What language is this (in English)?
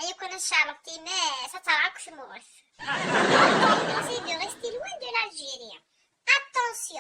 Kabyle